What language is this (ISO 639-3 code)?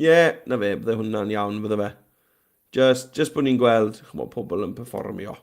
cym